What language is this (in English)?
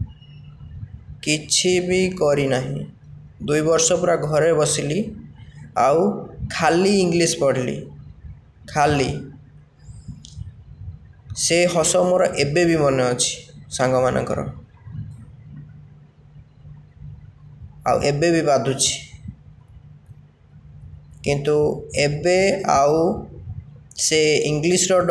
Odia